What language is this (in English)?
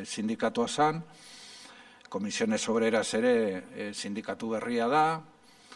Basque